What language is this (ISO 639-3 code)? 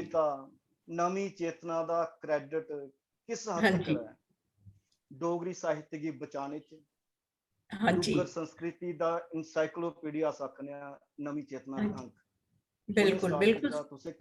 doi